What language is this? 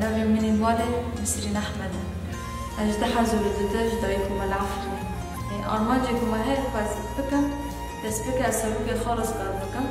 Kurdish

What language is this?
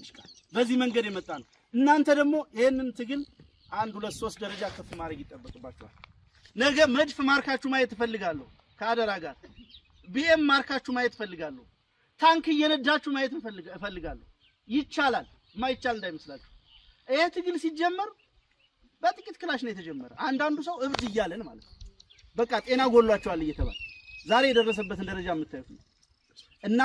Amharic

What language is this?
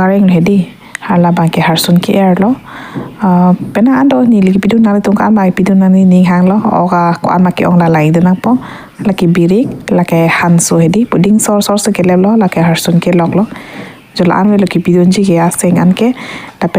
Karbi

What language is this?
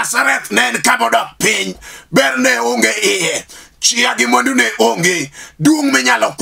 Luo (Kenya and Tanzania)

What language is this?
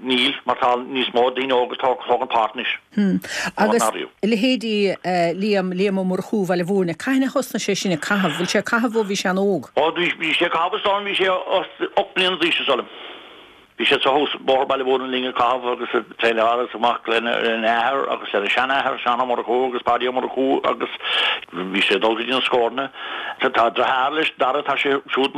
Irish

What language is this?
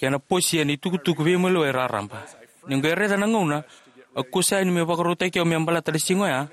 Fijian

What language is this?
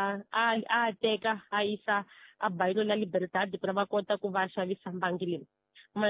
Tsonga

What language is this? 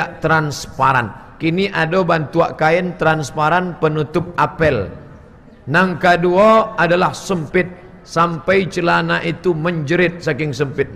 Minangkabau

